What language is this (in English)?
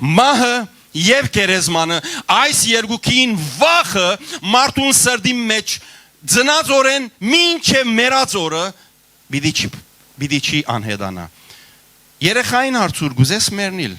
Western Armenian